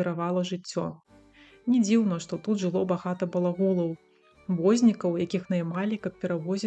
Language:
Belarusian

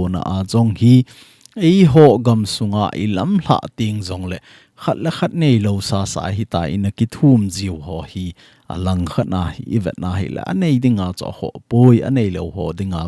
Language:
Thado Chin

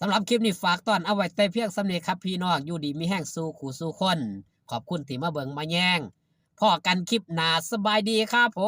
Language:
Lao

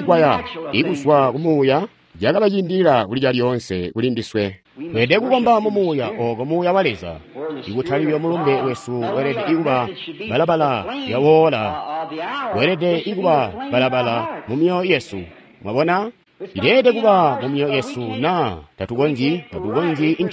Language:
Tonga (Zambia)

